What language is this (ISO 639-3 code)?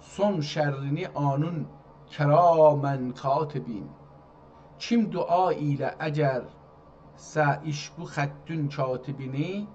azb